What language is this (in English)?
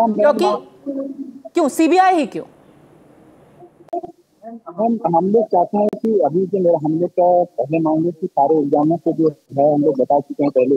Hindi